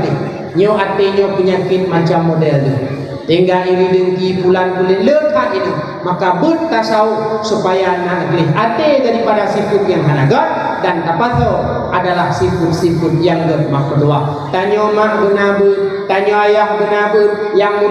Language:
Achinese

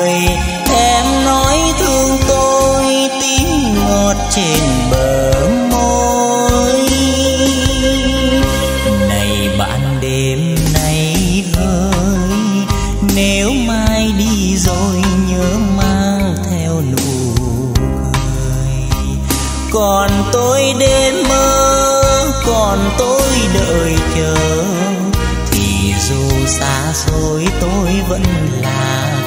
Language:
Vietnamese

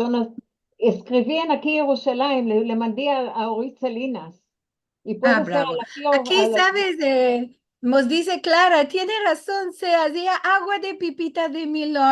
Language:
Ladino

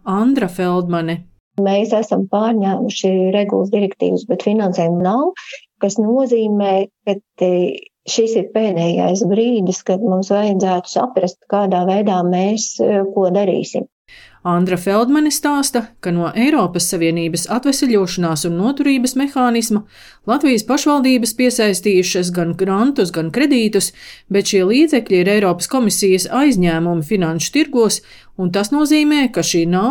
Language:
Latvian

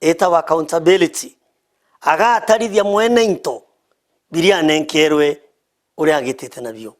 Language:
Meru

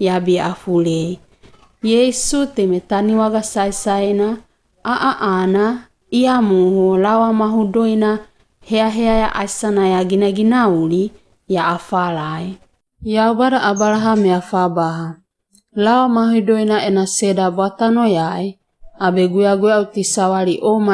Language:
Wagawaga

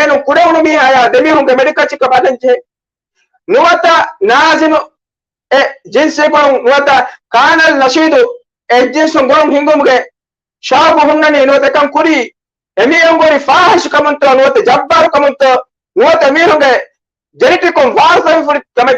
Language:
Divehi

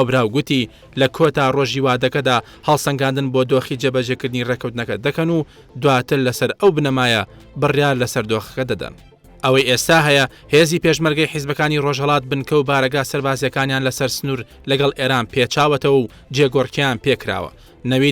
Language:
Central Kurdish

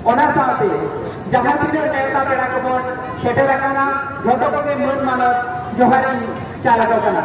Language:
Santali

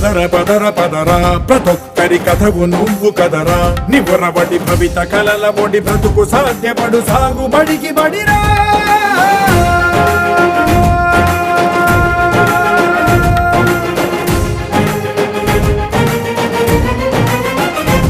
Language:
Telugu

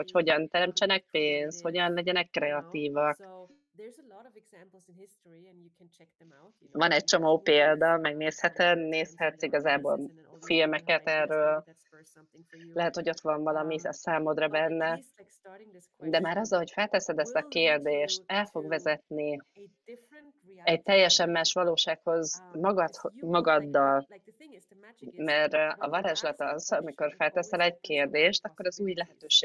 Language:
Hungarian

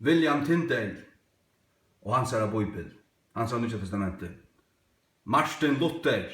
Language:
Faroese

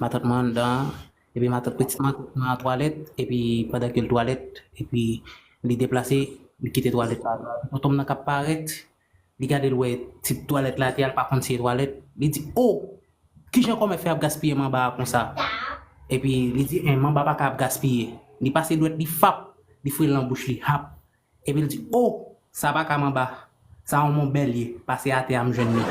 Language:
Haitian Creole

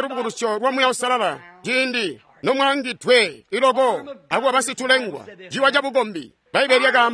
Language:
Tonga (Zambia)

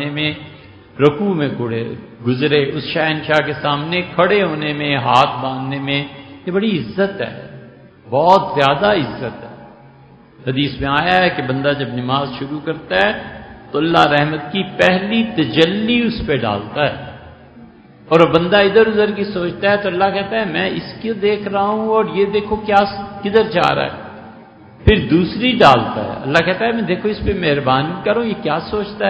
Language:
Urdu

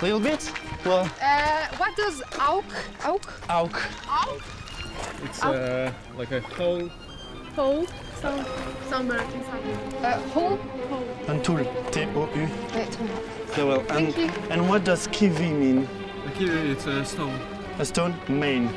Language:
Breton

